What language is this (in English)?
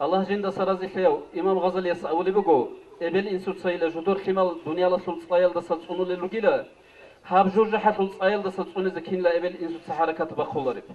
Avaric